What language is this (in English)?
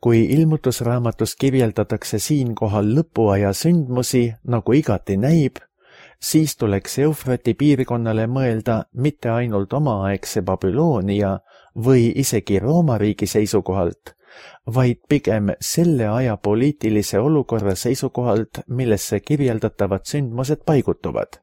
Estonian